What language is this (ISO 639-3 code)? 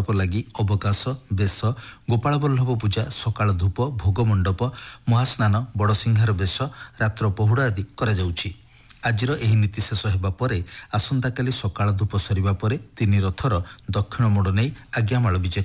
ori